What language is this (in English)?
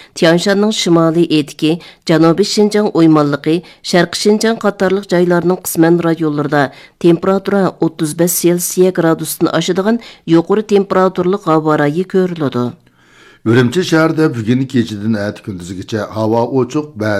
Uyghur